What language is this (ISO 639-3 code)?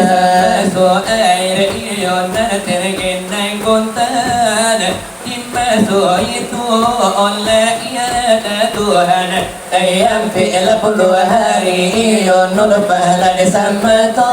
min